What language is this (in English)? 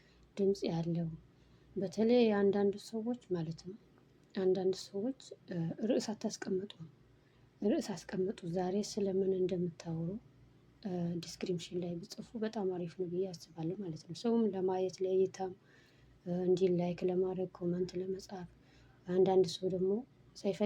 Amharic